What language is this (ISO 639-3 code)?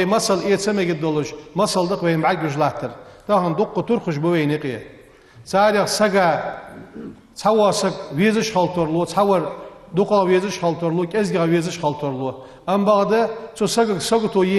inh